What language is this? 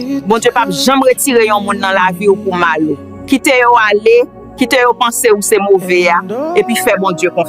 Haitian Creole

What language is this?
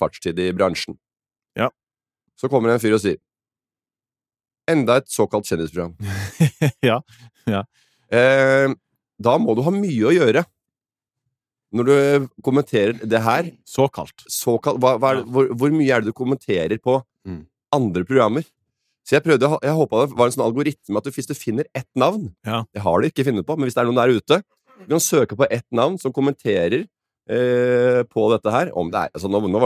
Norwegian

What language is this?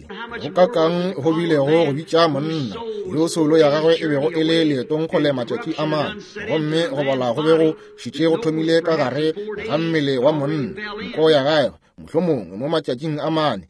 Northern Sotho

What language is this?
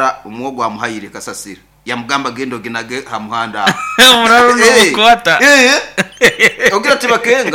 Nyoro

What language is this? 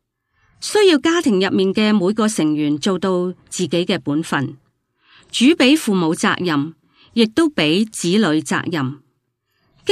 Cantonese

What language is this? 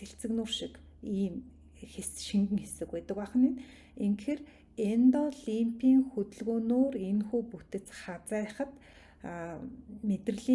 Mongolian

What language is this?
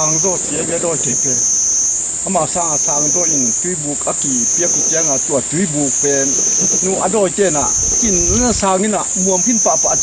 Tedim Chin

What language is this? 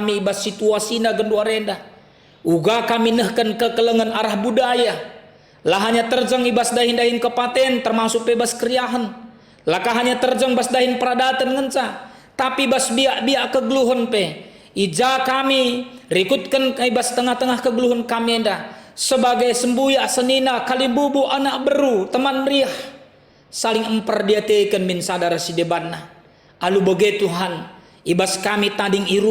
Batak Karo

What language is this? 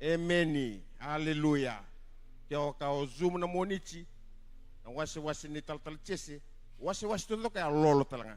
Fijian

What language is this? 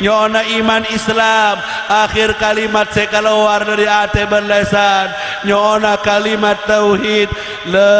Madurese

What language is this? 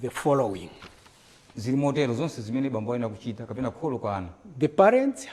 Nyanja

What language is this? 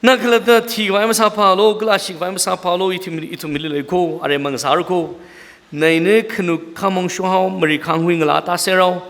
Tangkhul Naga (India)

